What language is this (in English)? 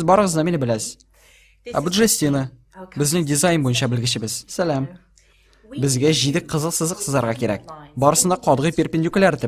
Tatar